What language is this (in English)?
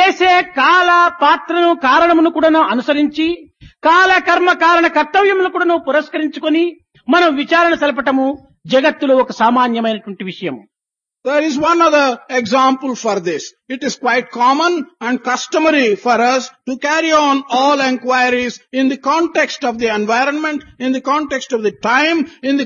Telugu